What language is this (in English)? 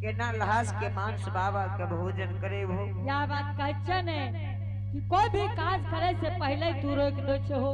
Angika